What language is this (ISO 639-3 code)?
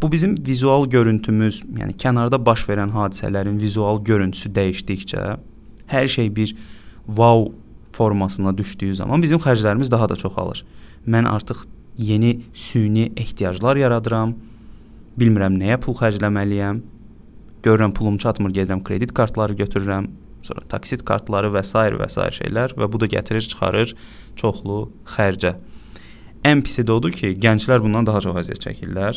aze